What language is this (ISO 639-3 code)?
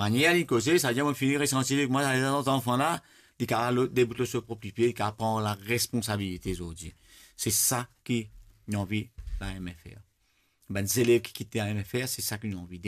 mfe